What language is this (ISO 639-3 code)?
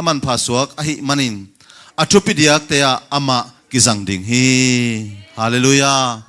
ctd